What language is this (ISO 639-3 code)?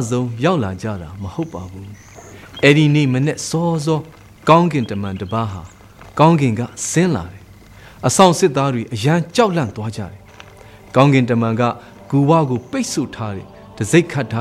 mya